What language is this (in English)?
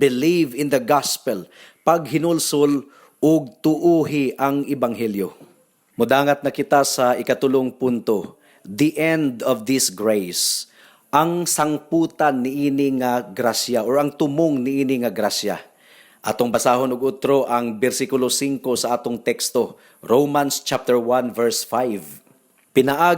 Cebuano